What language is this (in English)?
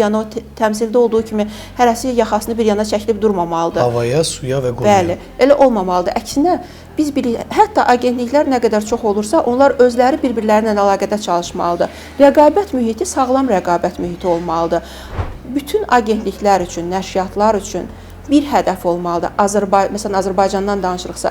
Azerbaijani